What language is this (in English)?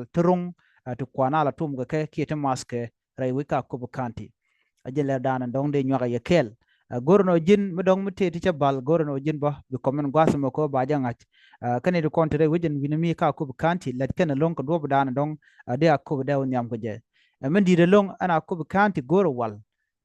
Nuer